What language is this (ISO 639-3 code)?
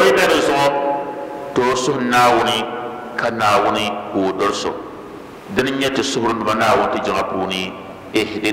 dag